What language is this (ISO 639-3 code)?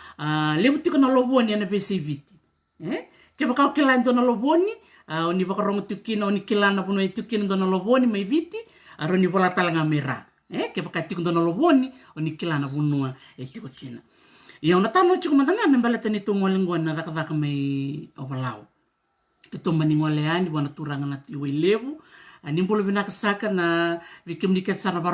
fij